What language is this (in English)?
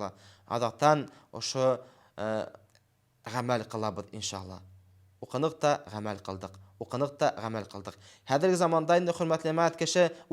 Bashkir